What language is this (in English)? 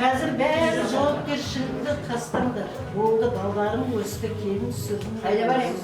Kara-Kalpak